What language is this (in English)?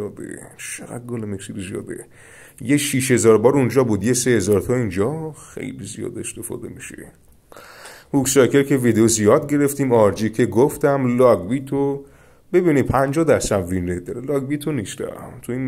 Persian